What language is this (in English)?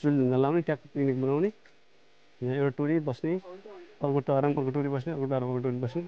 Nepali